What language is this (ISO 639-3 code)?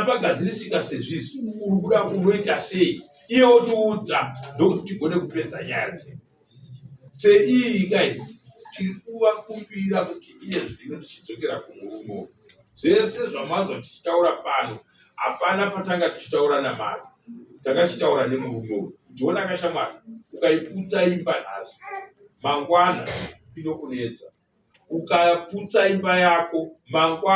sna